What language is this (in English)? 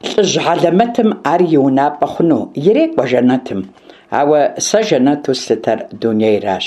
Kabardian